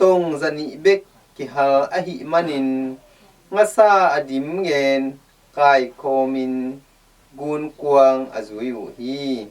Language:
Tedim Chin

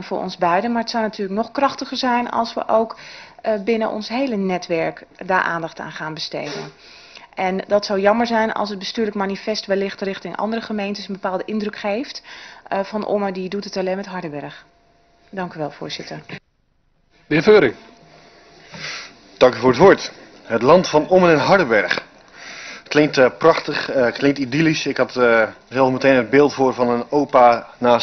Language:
Dutch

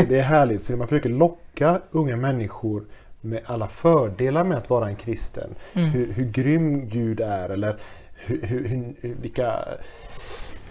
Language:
Swedish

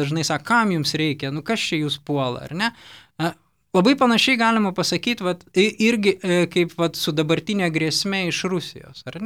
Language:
Lithuanian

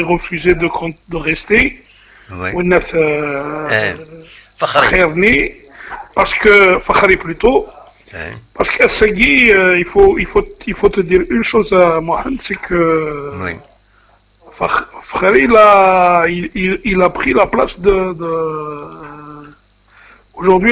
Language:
Kabyle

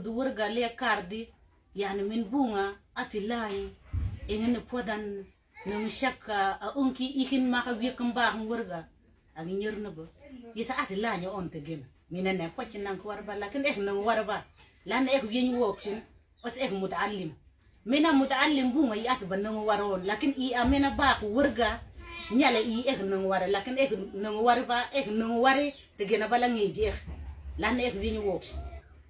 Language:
Mabaan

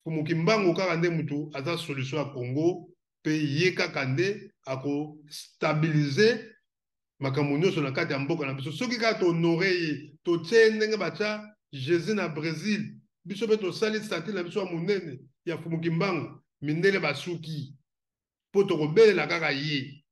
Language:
Lingala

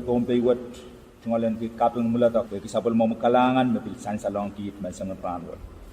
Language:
Pohnpeian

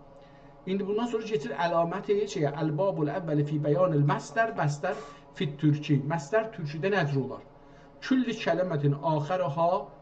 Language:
South Azerbaijani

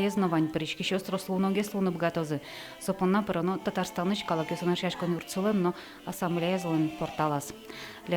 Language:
Udmurt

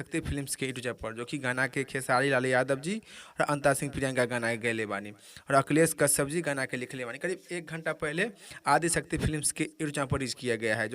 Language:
Bhojpuri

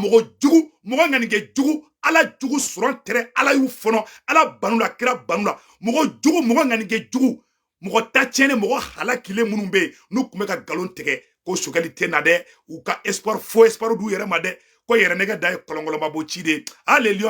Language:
Bambara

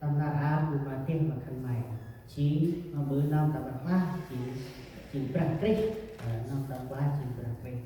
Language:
Central Mnong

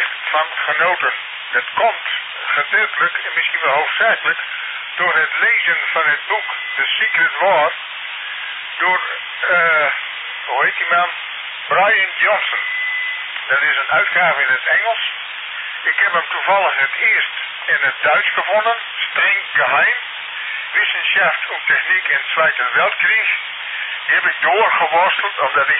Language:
Dutch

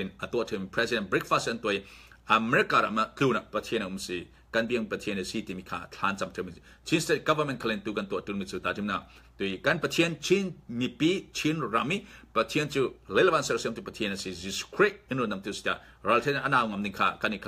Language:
Falam Chin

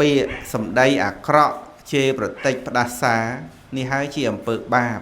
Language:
Khmer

